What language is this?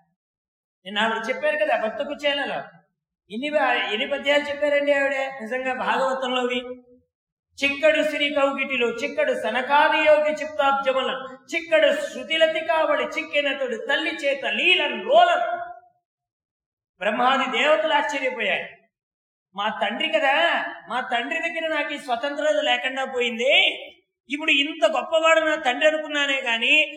Telugu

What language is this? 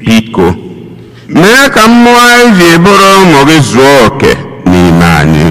Igbo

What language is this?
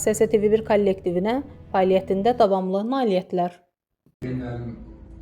Azerbaijani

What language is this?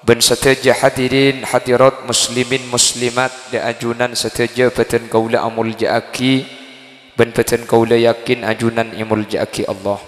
Madurese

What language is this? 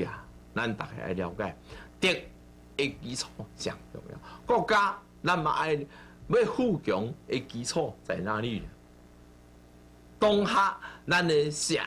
Min Nan Chinese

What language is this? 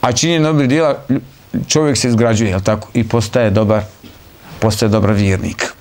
Bosnian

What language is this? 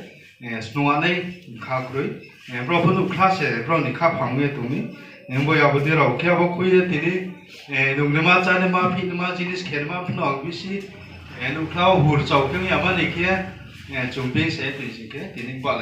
Riang (India)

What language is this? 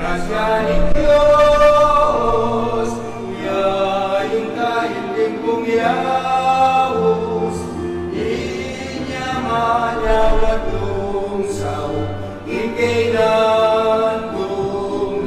Pampanga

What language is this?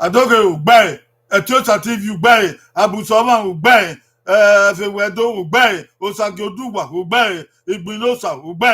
Bini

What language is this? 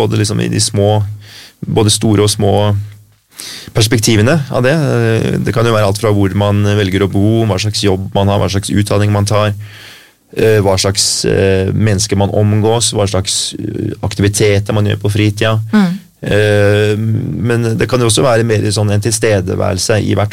Norwegian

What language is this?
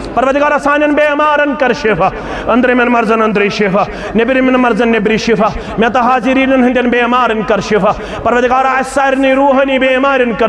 Kashmiri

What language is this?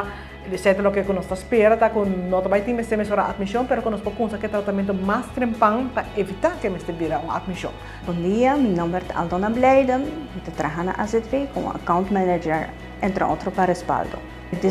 Papiamento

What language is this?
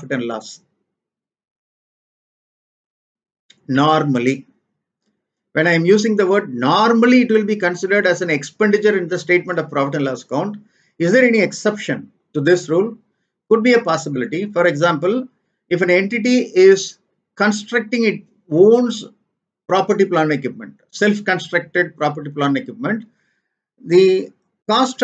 English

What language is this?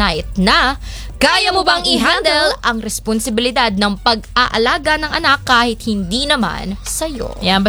Filipino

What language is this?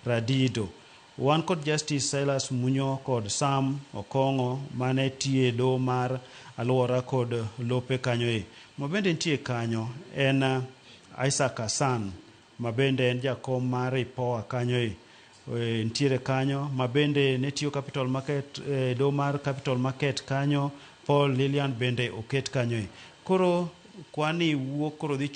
Luo (Kenya and Tanzania)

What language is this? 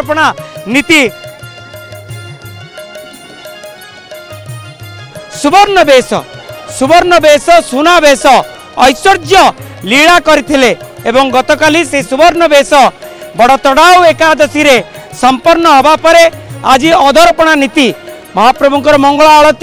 Odia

